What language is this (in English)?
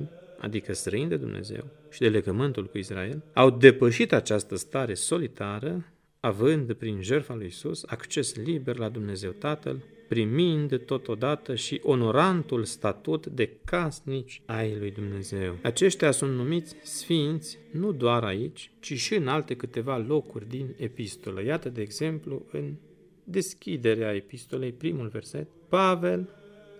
Romanian